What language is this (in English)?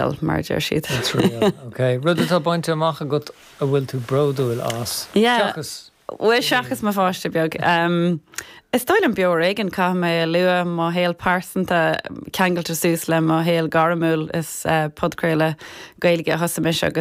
Irish